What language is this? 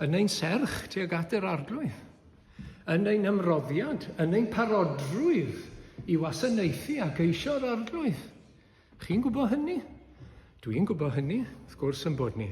Welsh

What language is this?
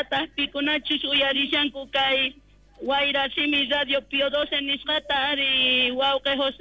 South Bolivian Quechua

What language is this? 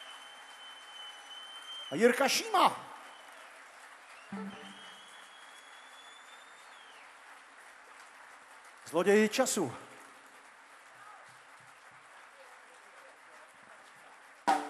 Czech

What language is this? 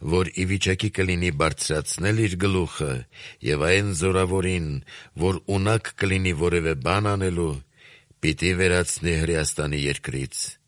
Armenian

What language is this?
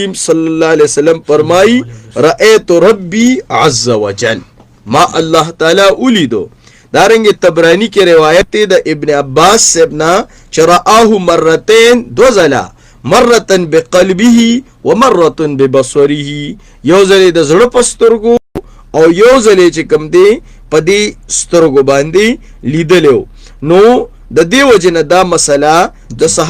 Pashto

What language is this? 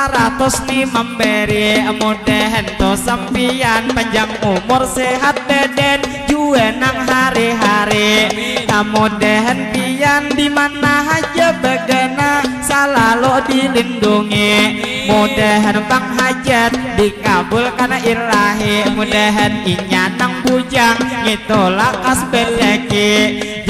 Banjar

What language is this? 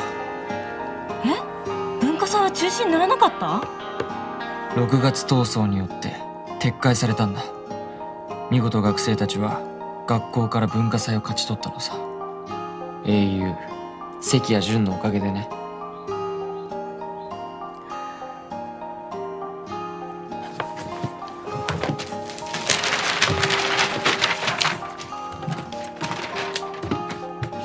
Japanese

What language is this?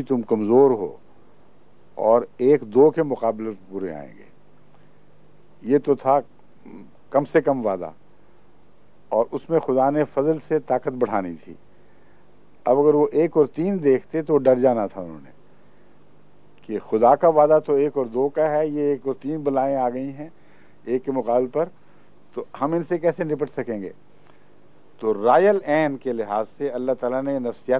Urdu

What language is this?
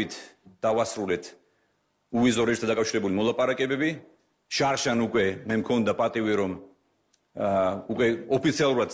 Georgian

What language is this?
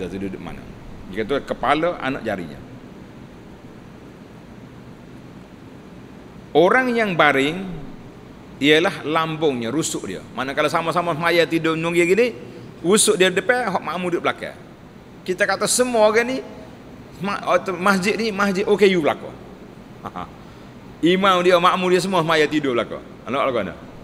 Malay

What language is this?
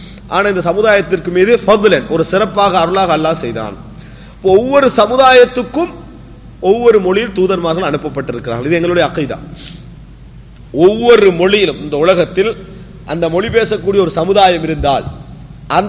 Tamil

